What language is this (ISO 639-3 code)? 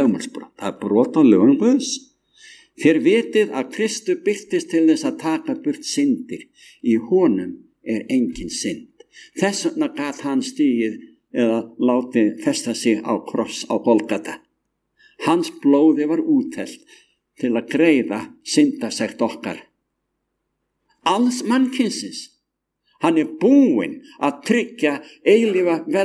isl